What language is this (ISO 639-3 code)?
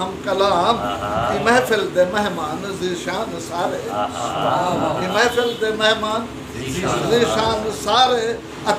skr